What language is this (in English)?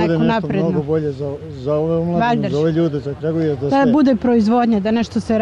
Serbian